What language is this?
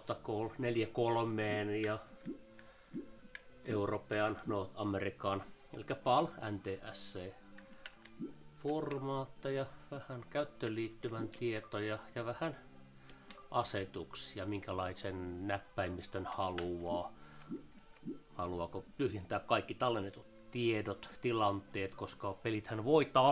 Finnish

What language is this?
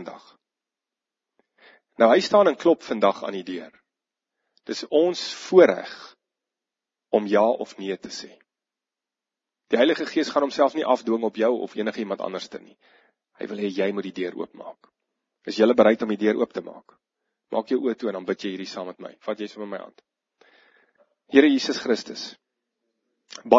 Afrikaans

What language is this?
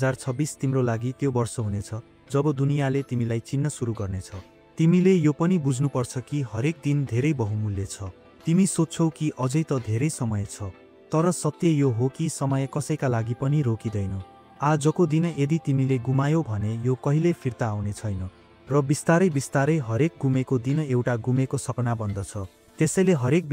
Nepali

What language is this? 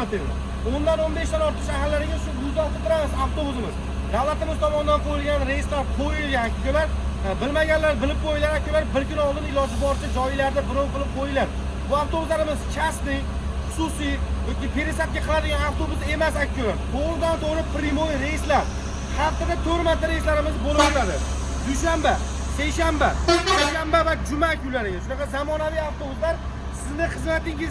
Uzbek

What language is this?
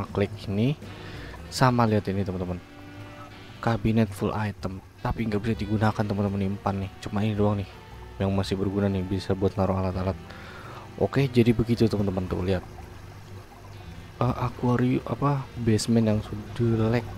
Indonesian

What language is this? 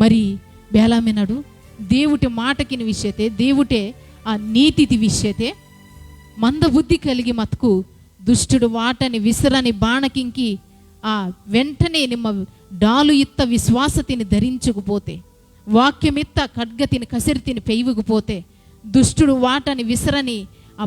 Koya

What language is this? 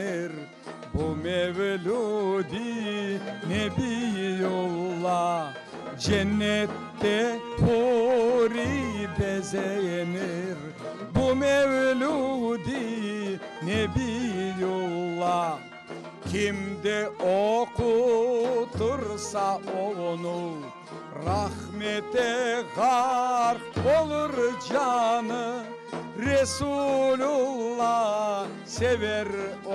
Crimean Tatar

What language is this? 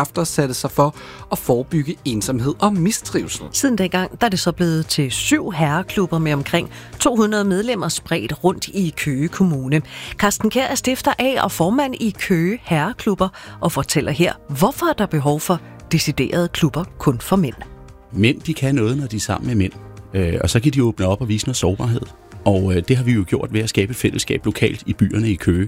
Danish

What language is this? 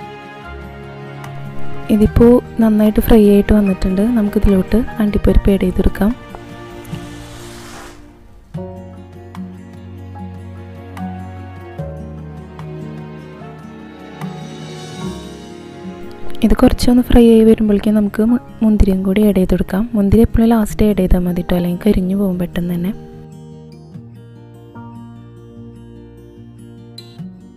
Malayalam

